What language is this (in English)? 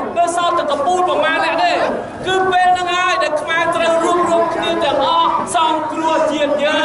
Khmer